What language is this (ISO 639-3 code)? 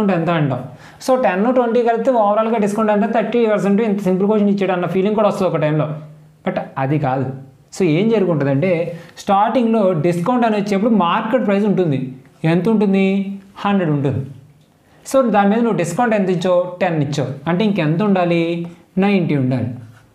tel